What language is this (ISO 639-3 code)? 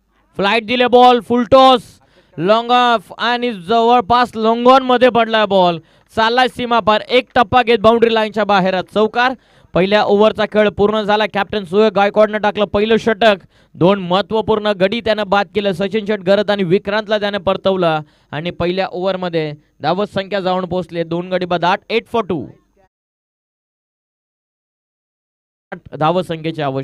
mar